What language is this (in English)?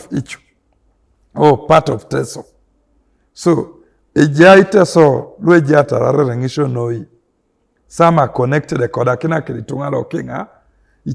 Teso